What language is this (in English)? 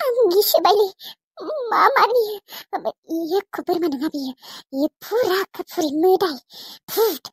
Bodo